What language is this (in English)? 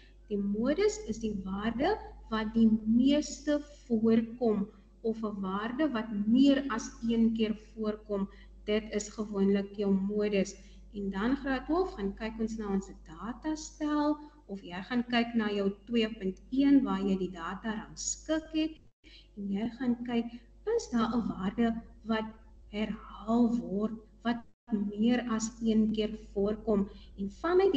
Afrikaans